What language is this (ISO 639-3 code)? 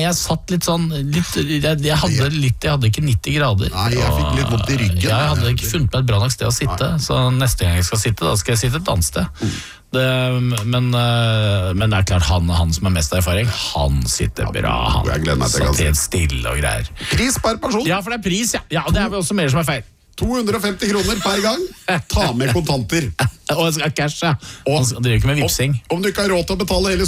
nor